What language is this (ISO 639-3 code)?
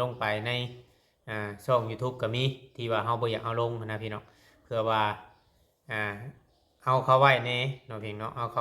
lao